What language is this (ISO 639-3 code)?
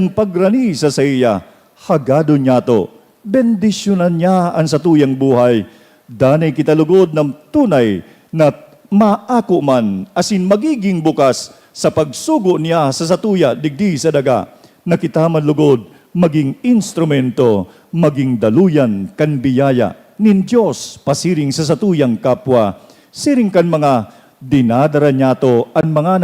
bik